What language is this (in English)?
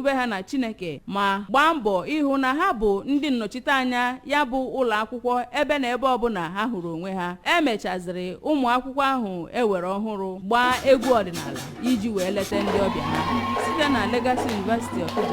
Igbo